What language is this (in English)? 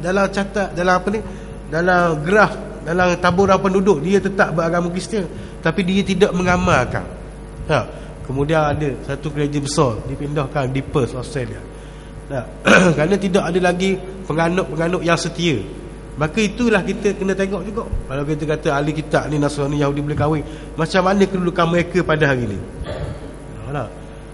Malay